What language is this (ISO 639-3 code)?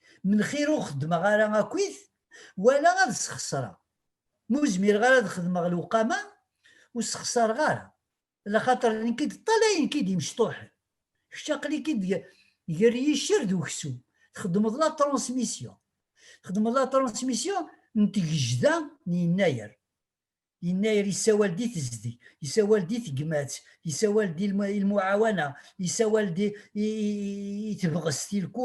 kab